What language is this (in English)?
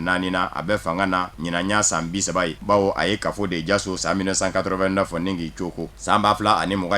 Bambara